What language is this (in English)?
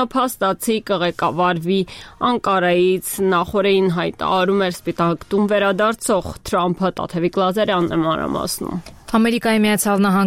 Armenian